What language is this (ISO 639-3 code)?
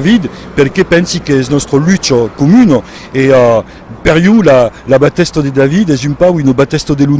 oci